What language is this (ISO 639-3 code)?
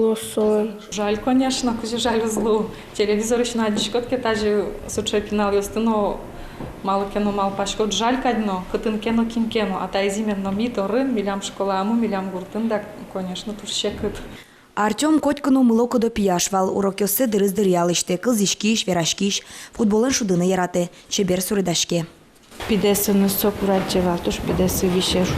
udm